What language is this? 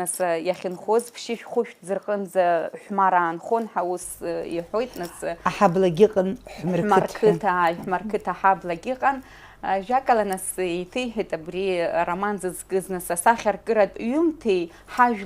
Abkhazian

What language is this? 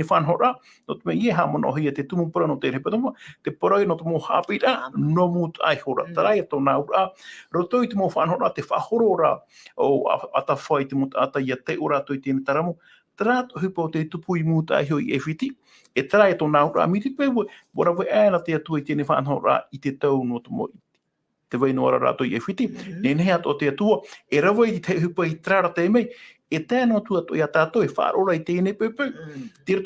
Tahitian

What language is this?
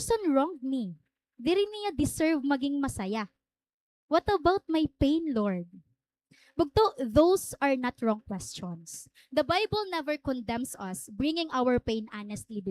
Waray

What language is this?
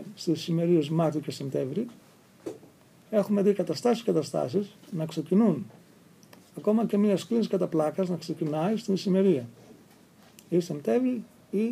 Greek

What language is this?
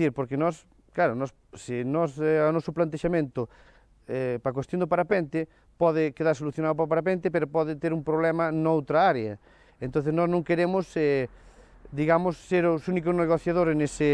Galician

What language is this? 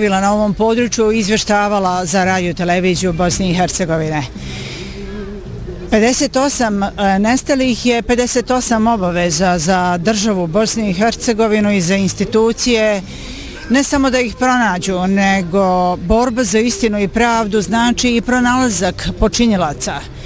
Bosnian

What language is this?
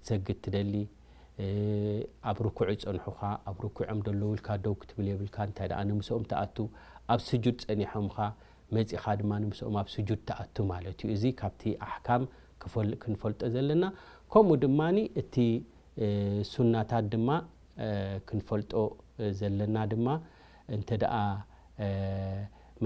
Tigrinya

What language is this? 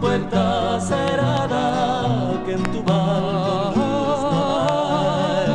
Ladino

